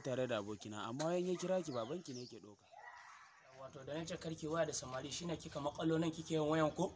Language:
Hausa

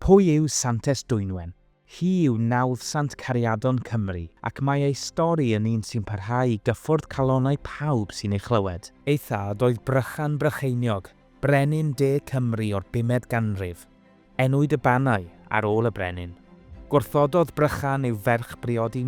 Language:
Welsh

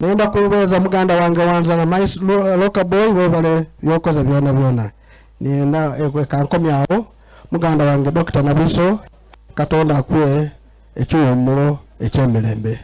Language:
Soga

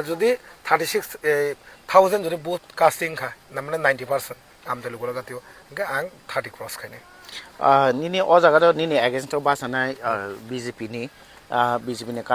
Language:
Kok Borok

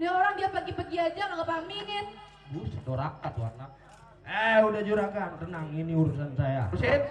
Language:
Betawi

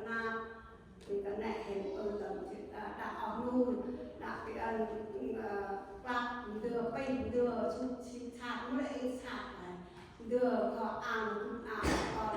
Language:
Central Mnong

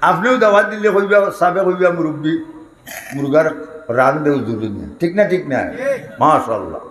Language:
Sylheti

